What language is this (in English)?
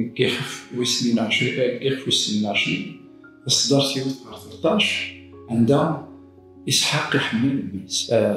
Kabyle